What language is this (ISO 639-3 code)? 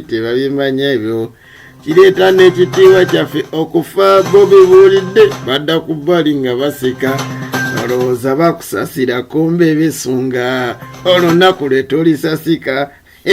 lug